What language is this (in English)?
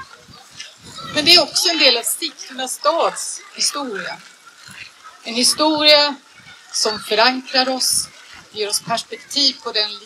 Swedish